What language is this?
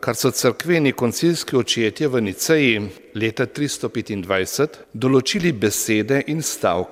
Slovenian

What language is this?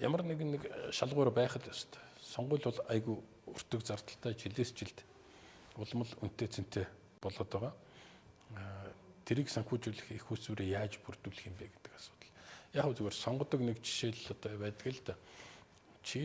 Mongolian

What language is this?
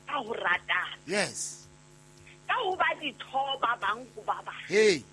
Southern Sotho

